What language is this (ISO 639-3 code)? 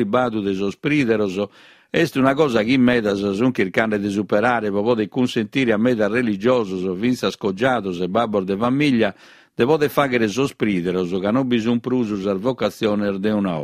srd